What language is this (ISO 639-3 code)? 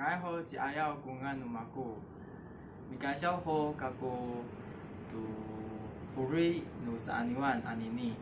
ami